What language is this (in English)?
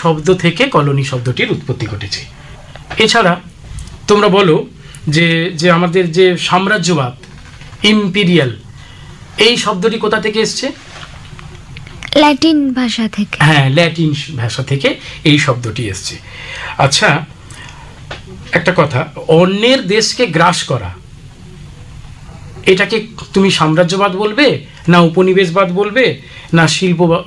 Bangla